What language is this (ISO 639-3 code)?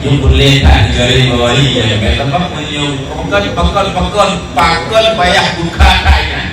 ace